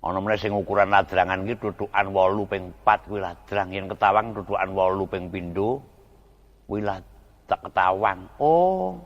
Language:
Javanese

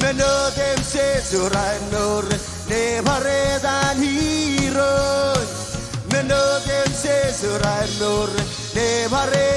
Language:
Marshallese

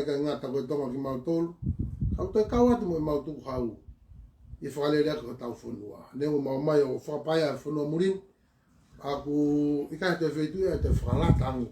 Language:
Tongan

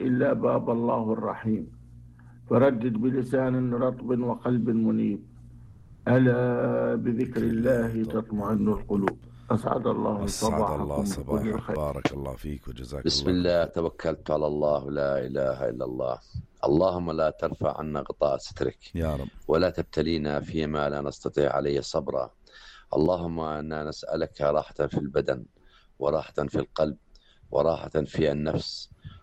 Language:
North Levantine Arabic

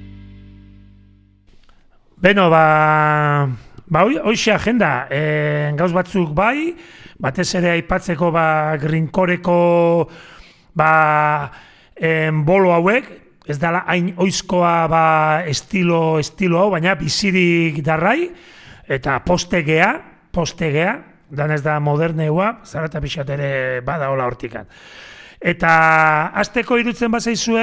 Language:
Basque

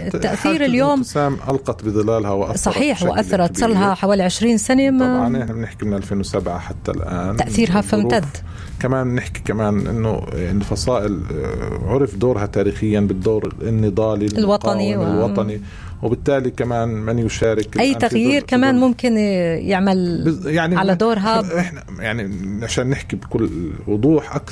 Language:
North Levantine Arabic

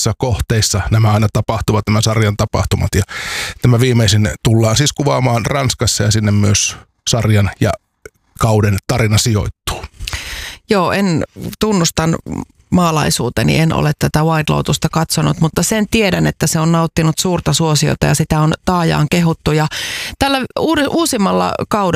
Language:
Finnish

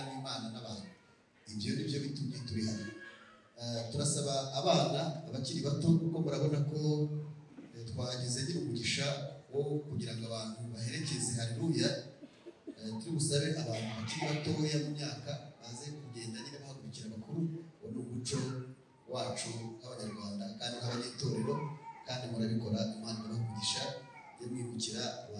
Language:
Kinyarwanda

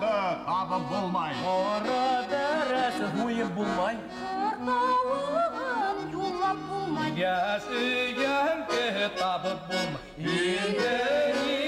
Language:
Bashkir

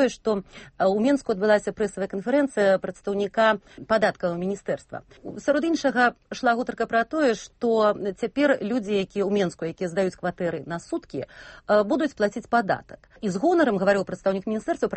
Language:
Belarusian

